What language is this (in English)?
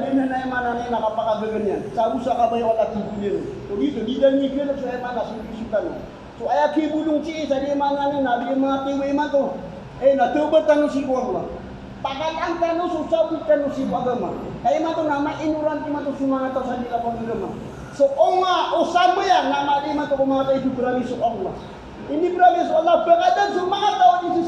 Maranao